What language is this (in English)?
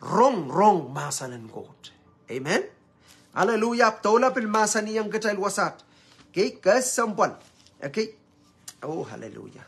Pohnpeian